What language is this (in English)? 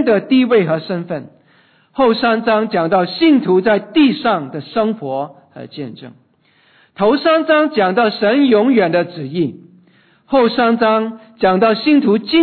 Chinese